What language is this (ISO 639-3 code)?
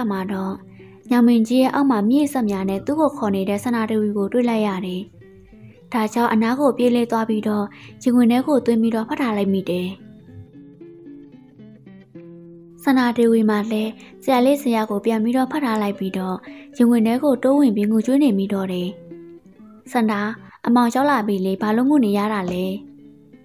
mya